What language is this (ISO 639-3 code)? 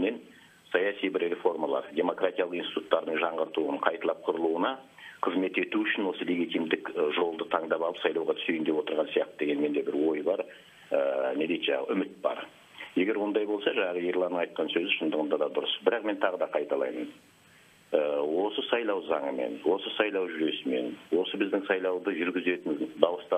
kaz